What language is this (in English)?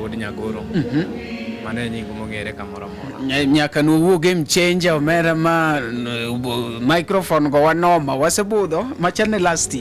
Luo (Kenya and Tanzania)